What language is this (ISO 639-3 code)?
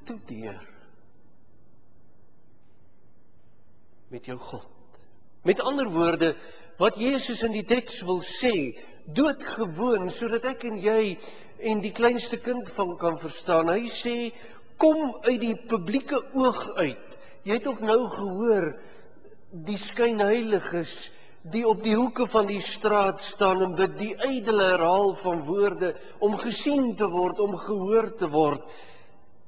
afr